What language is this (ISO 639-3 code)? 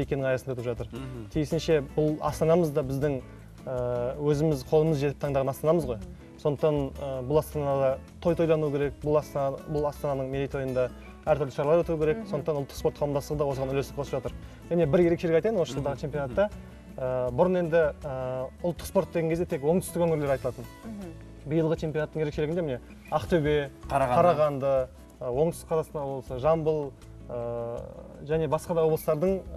kaz